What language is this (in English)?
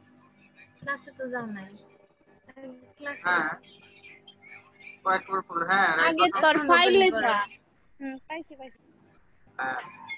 Bangla